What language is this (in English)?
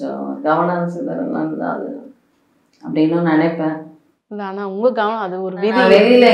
Tamil